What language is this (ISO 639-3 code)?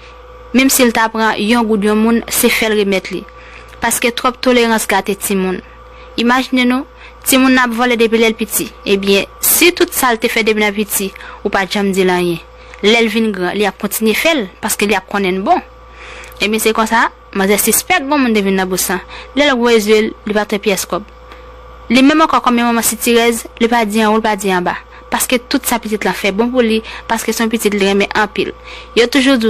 hat